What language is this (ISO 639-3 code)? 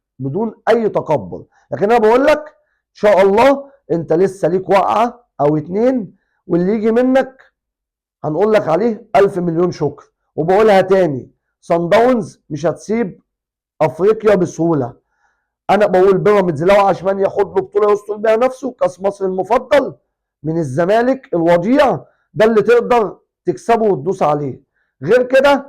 arz